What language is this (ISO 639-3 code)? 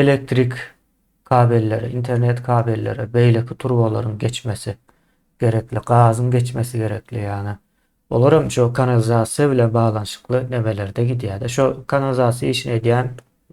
tuk